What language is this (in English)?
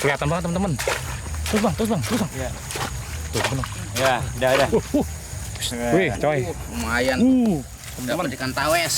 Betawi